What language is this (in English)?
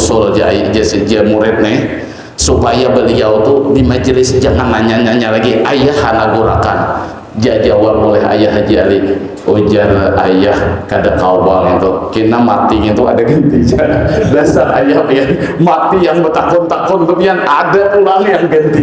Banjar